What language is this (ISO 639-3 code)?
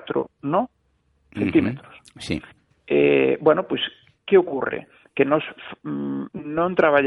glg